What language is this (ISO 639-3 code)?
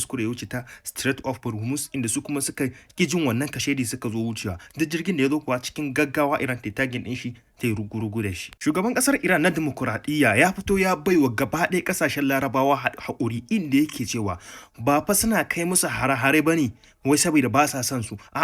hau